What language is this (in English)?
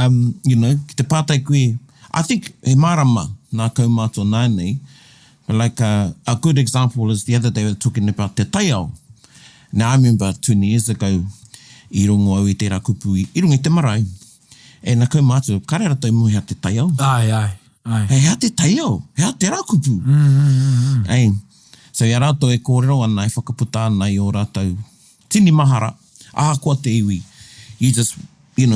Māori